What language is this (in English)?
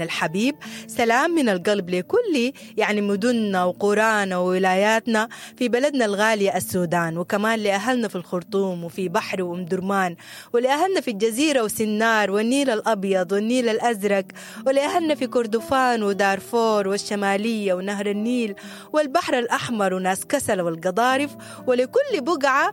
Sudanese Arabic